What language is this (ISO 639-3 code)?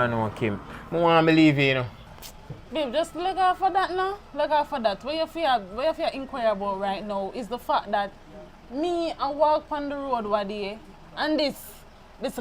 jam